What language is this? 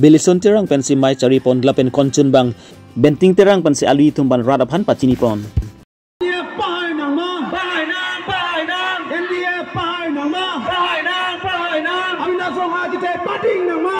Karbi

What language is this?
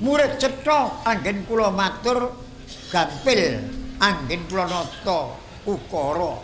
Javanese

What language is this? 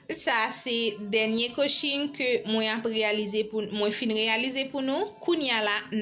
Haitian Creole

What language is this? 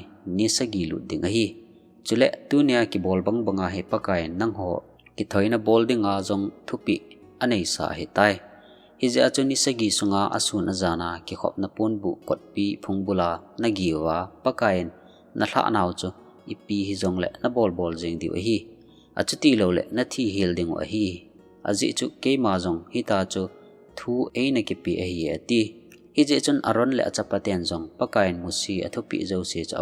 Thado Chin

